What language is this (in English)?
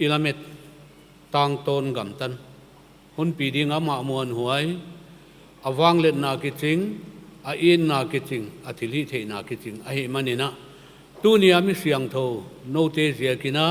Paite Chin